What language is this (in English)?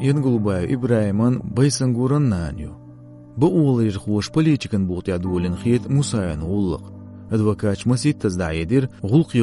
Chechen